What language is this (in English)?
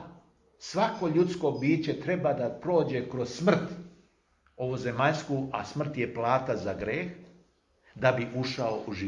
Serbian